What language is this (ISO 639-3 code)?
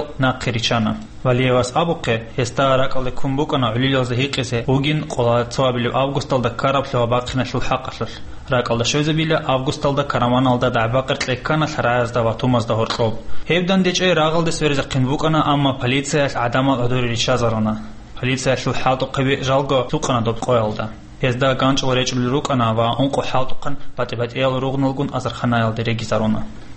ava